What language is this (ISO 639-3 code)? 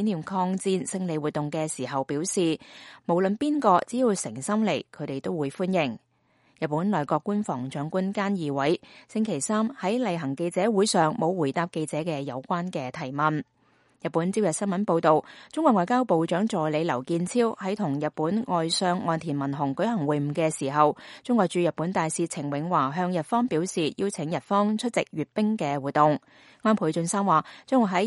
yue